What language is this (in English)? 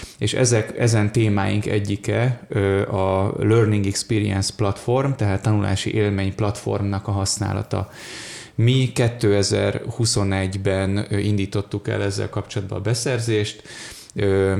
Hungarian